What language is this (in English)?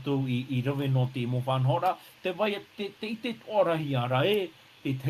Tahitian